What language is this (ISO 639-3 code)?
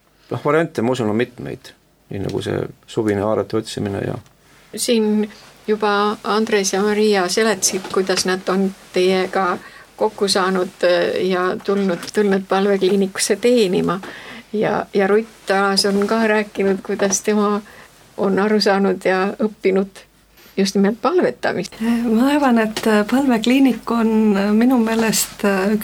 est